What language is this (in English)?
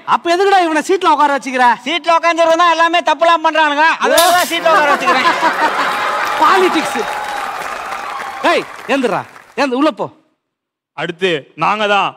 Tamil